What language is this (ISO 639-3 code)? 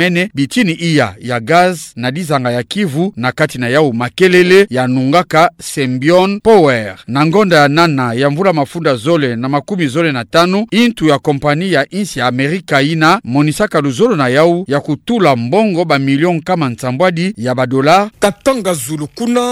ktu